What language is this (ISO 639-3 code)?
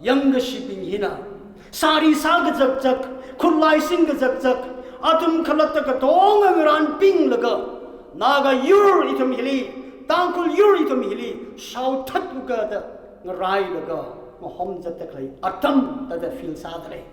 nmf